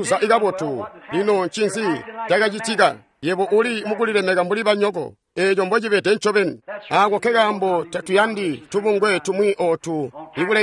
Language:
Tonga (Zambia)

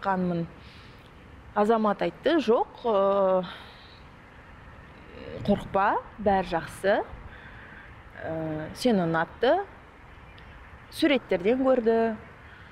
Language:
Kazakh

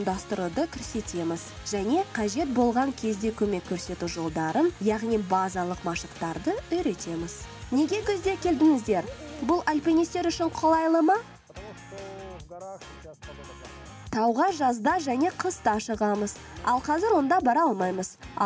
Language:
Kazakh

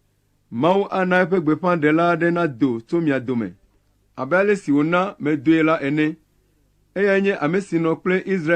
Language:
Ewe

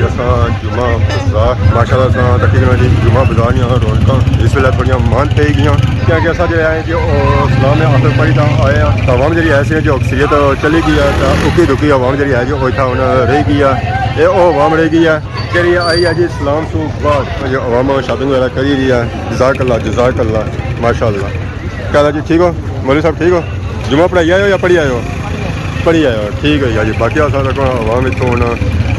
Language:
Pahari-Potwari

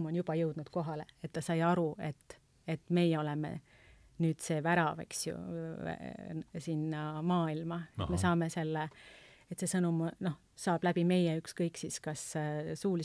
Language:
Estonian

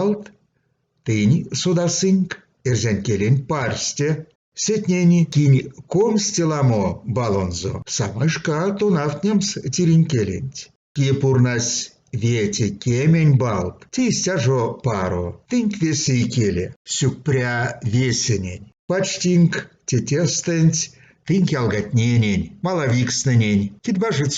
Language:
Erzya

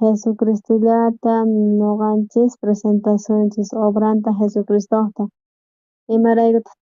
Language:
South Bolivian Quechua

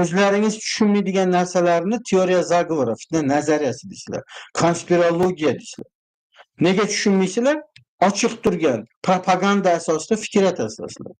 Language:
Uzbek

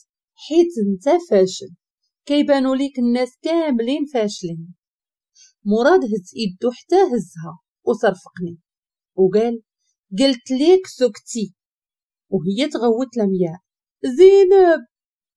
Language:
Moroccan Arabic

